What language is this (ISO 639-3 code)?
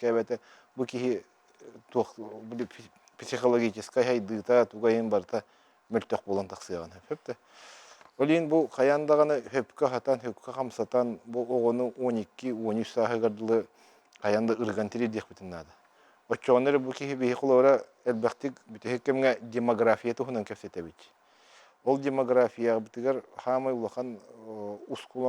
sah